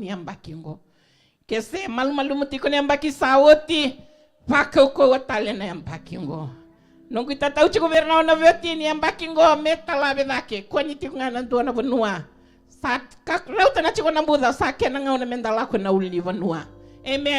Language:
Fijian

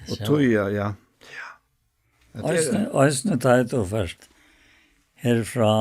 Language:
Faroese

